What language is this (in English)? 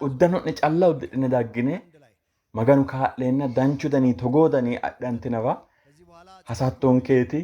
Sidamo